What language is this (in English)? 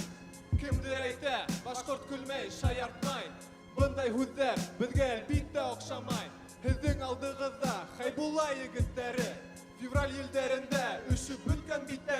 Bashkir